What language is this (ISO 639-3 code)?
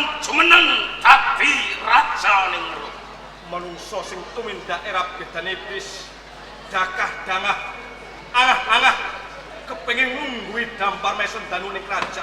jav